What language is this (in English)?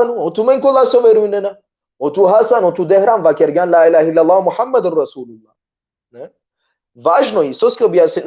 Balkan Romani